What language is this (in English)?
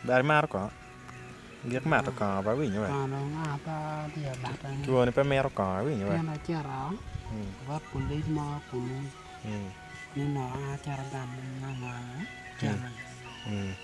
Acoli